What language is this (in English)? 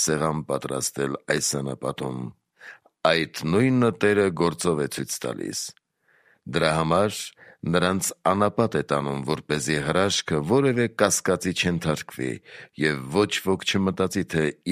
Armenian